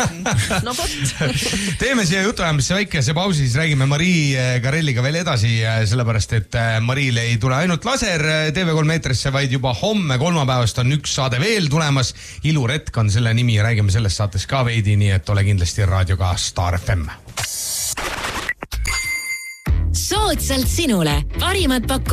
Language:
Estonian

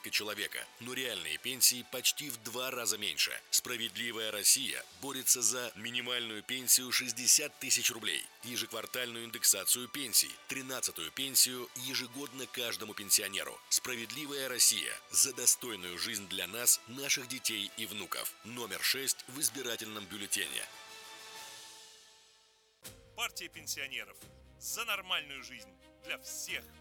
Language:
Russian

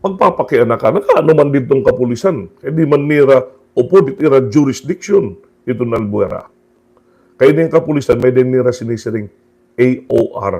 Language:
Waray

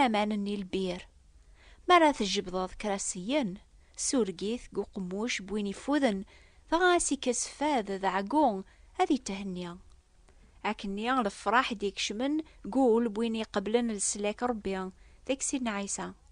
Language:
Kabyle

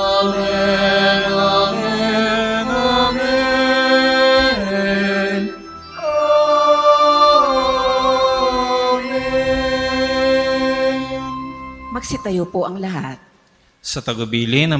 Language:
Filipino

